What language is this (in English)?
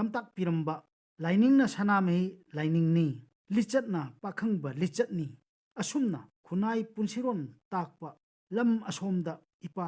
Manipuri